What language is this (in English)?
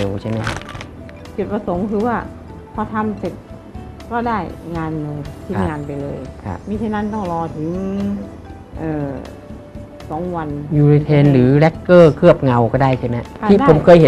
Thai